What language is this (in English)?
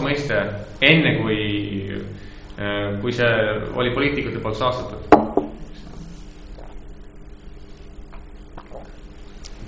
Estonian